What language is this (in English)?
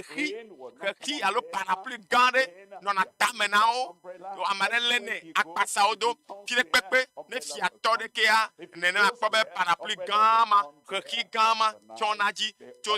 Ewe